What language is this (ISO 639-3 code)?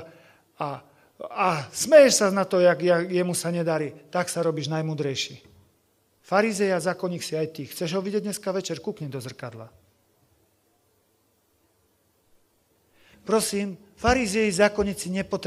slk